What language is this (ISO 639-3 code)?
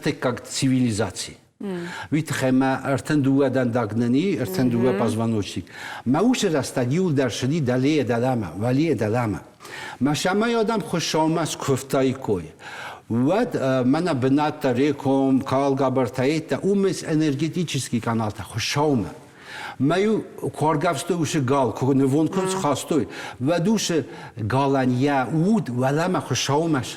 oss